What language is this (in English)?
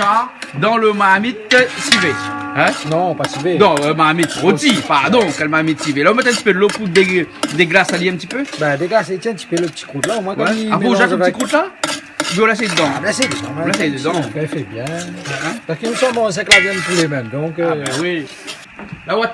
Réunion Creole French